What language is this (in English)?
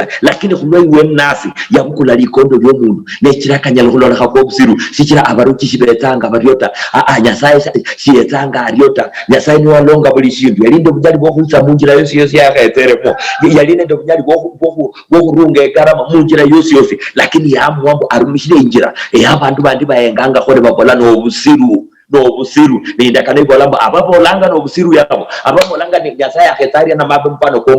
Luyia